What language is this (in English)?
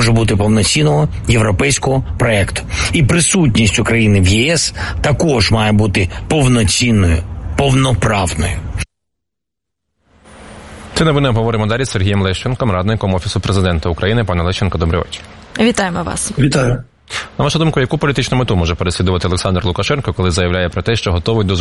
Ukrainian